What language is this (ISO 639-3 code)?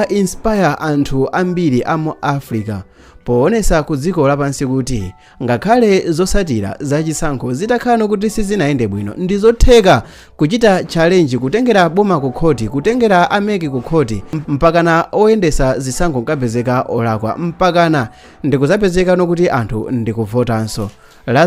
nya